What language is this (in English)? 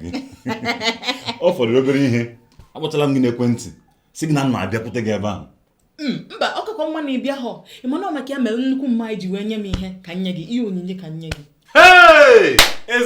Igbo